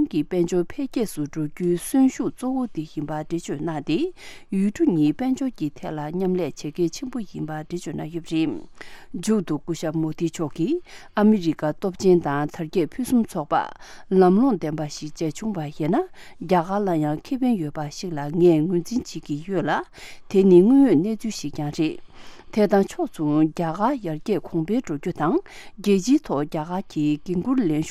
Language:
Tibetan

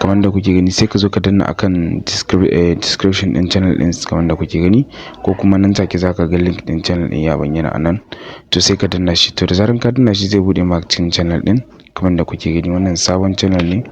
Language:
Hausa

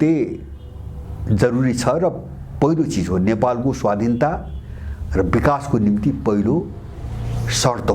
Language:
Nepali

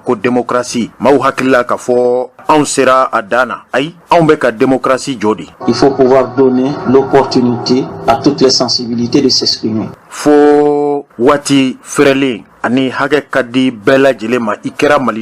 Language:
Bambara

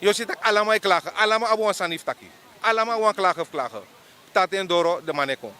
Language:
Sranan Tongo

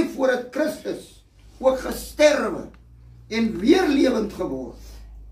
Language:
Afrikaans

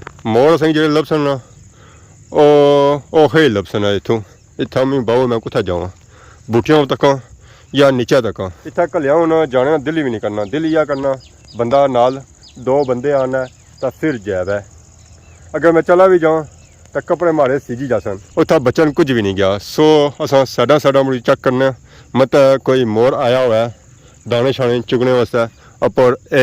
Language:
Pahari-Potwari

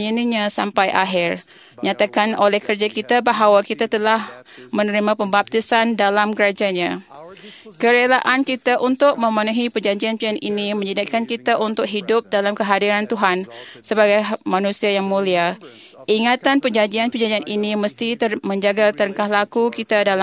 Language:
Malay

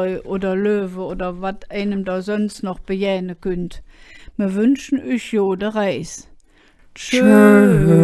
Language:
Colognian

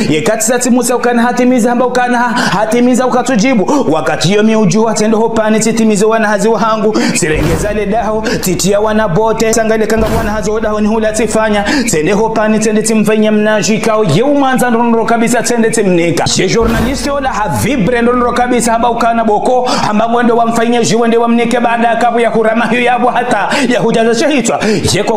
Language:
Ngazidja Comorian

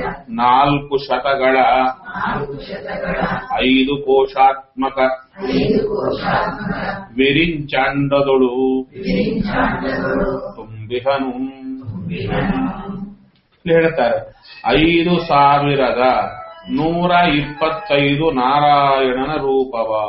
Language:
Kannada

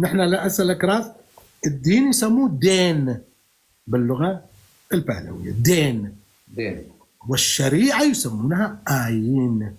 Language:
North Levantine Arabic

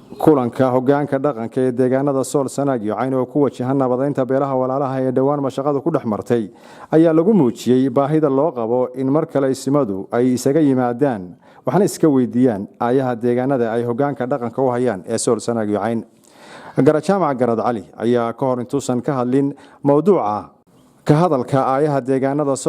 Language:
Somali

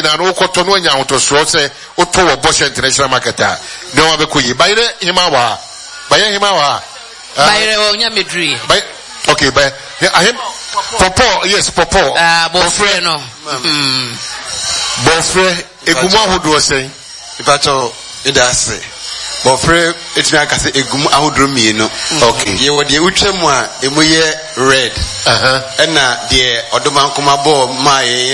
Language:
Akan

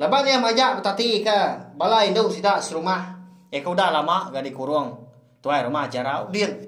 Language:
Iban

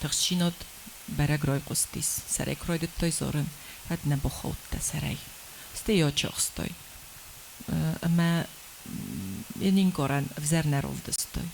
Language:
Ossetic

